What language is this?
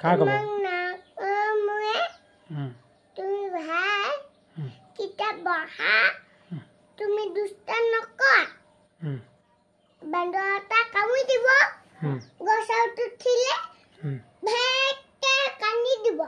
Assamese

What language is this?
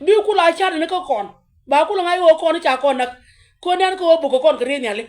Nuer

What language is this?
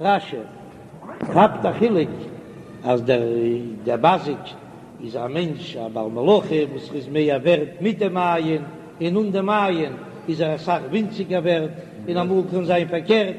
Yiddish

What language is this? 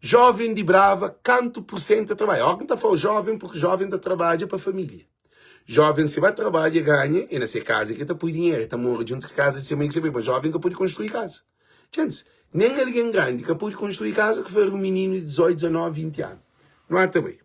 Kabuverdianu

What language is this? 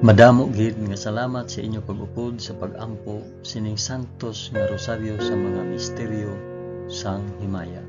Hiligaynon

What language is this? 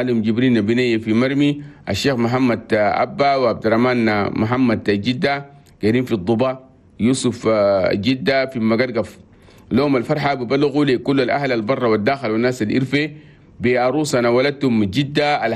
Chadian Arabic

